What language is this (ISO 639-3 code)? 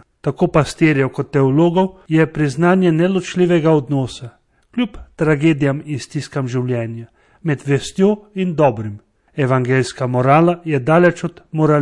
slv